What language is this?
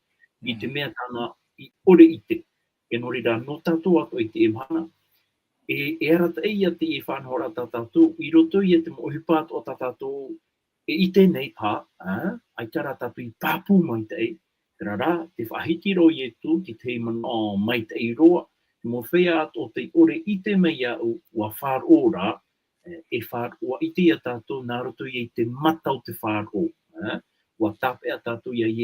Tahitian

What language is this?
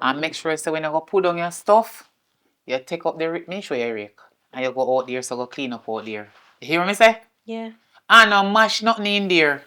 Jamaican Creole English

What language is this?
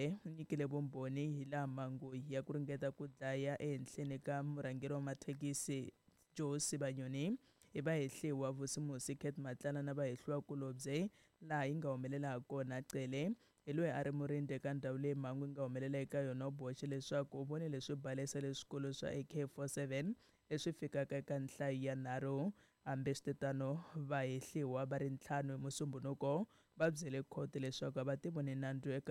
Tsonga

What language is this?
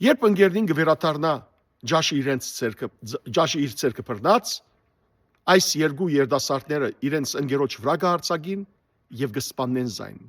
Western Armenian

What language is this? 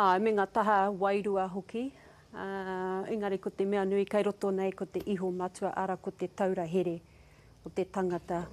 Māori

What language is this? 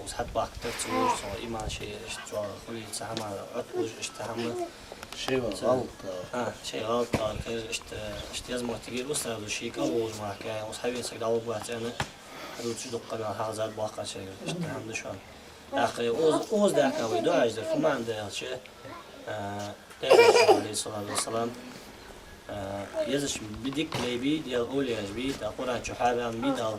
Ingush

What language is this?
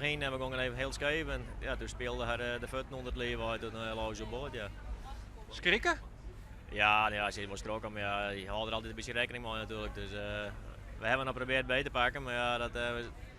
Western Frisian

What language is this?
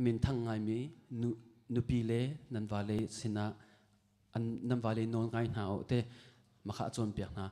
Hakha Chin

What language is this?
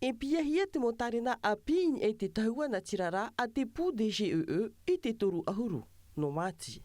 Tahitian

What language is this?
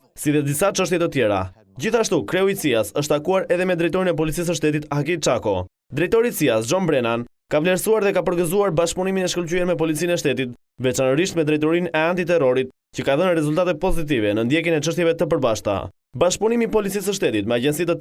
Albanian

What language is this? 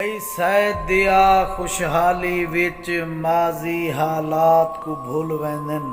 Saraiki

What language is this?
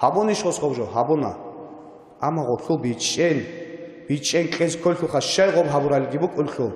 Avaric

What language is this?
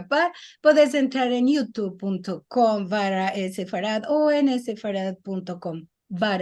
Ladino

